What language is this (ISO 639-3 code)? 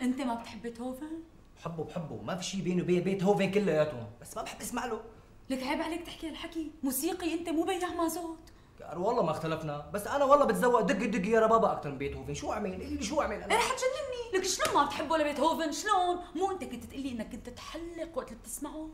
apc